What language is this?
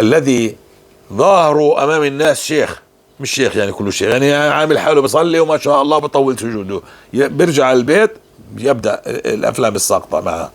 North Levantine Arabic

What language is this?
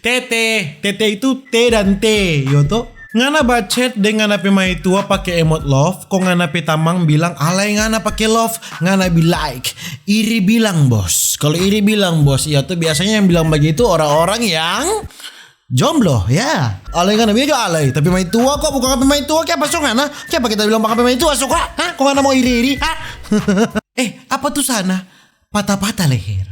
Manado Malay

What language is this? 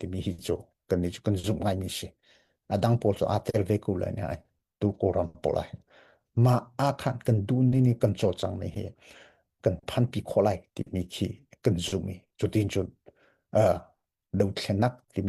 Hakha Chin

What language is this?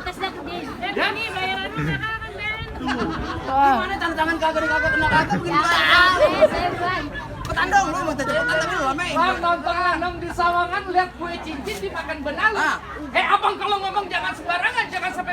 Betawi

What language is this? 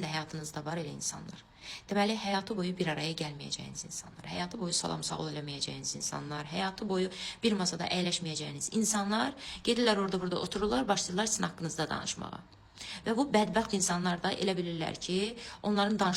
Azerbaijani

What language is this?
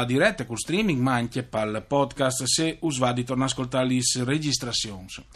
Friulian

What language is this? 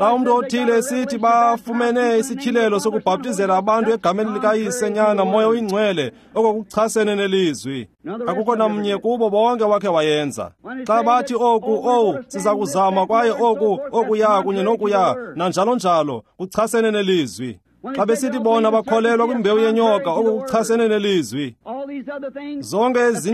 Xhosa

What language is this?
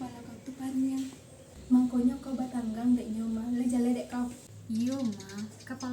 Minangkabau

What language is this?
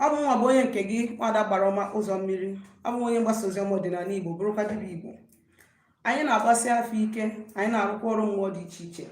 Igbo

